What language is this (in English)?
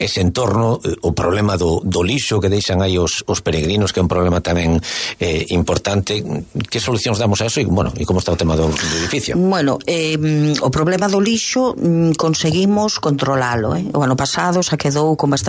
Galician